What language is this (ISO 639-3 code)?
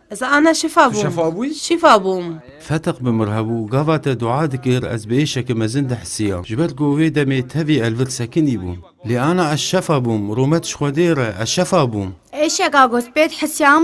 kur